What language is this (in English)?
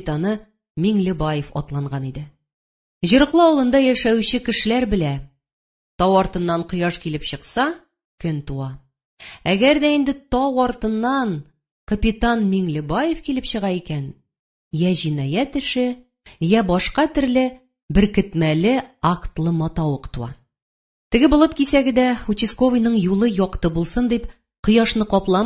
Tatar